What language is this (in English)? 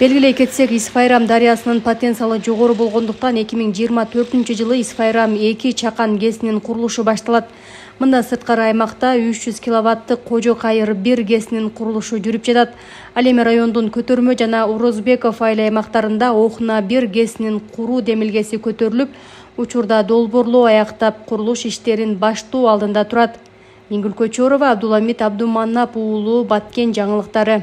Kyrgyz